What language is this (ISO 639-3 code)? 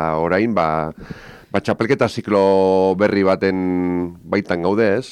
eus